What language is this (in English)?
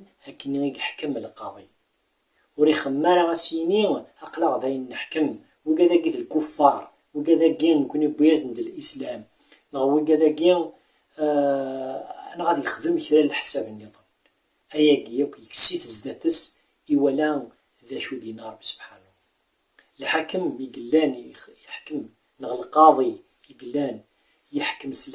Kabyle